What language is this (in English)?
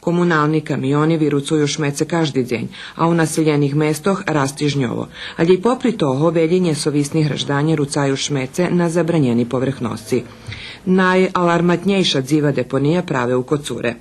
Rusyn